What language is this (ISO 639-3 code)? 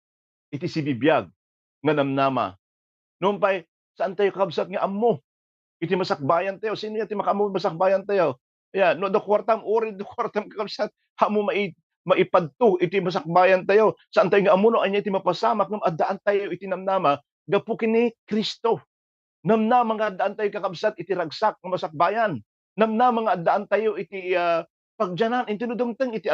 ilo